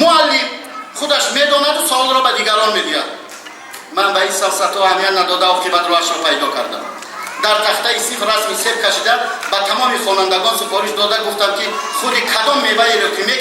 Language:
Tajik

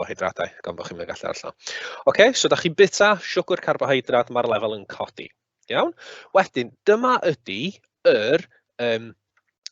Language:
Welsh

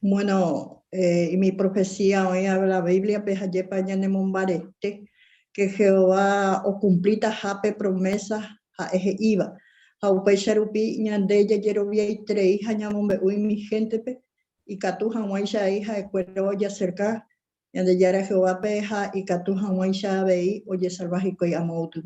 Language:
Guarani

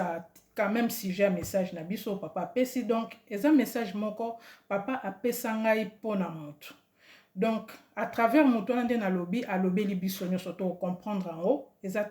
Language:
Lingala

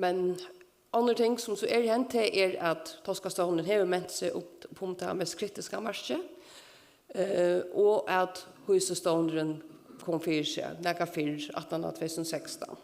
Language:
Faroese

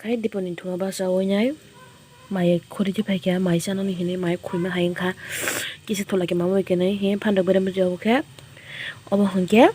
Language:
Kok Borok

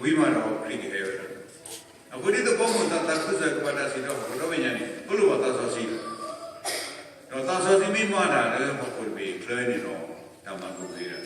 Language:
S'gaw Karen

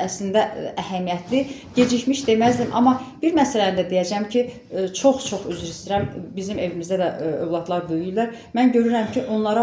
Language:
Azerbaijani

